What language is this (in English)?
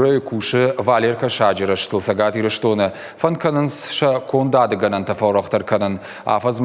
Ossetic